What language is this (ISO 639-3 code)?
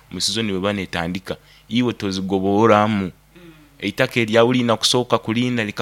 nyo